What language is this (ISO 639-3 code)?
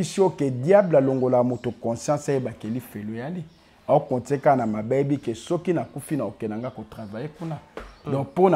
lin